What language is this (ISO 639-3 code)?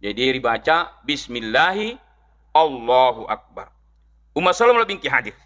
bug